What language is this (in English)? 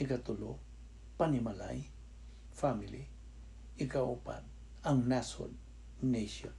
Cebuano